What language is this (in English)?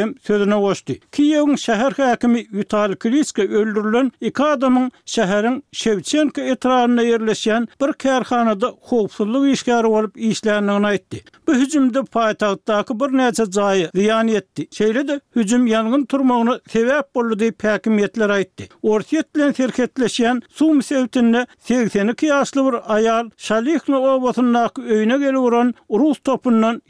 Turkmen